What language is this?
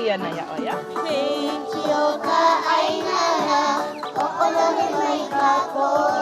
Hawaiian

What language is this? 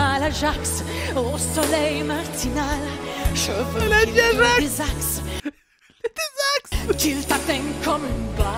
French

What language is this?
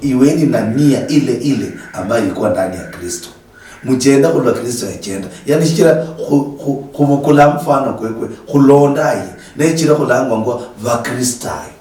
Luyia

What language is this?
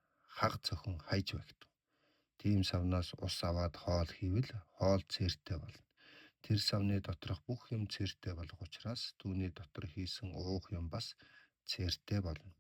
Mongolian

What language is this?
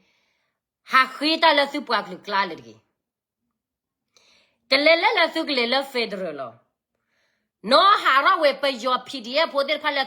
S'gaw Karen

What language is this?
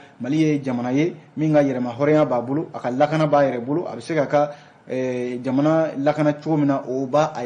Bambara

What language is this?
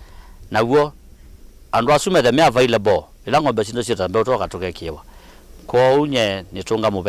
Kamba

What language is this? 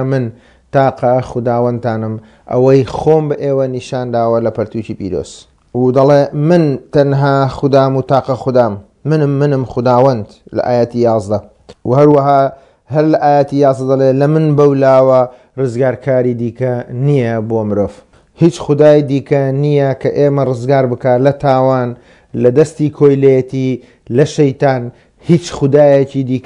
Central Kurdish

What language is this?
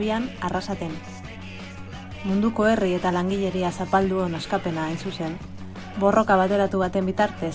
Basque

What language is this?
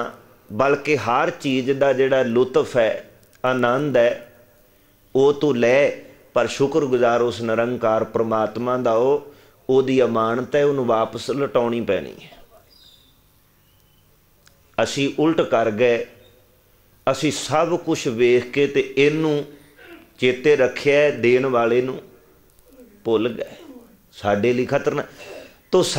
Punjabi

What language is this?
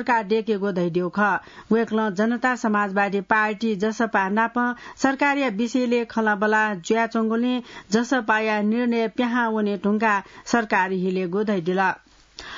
Newari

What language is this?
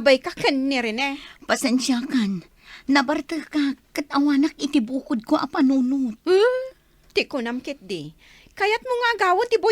Iloko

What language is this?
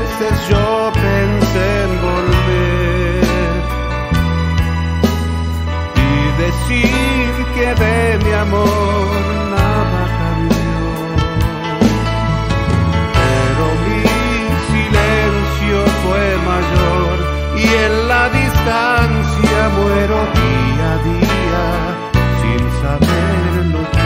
Spanish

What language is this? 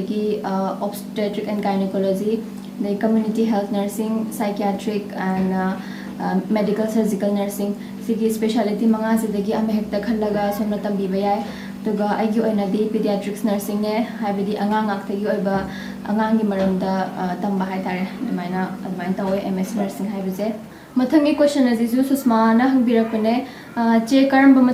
Manipuri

